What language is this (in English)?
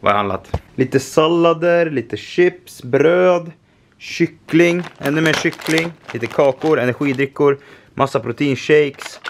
Swedish